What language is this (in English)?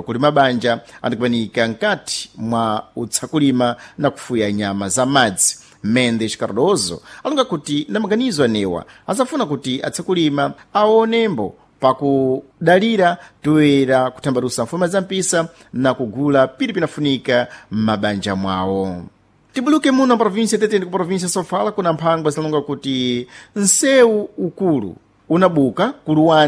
Sena